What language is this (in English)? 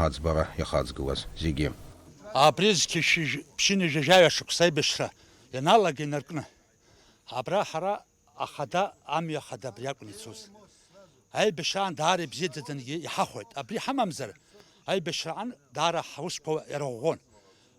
Abkhazian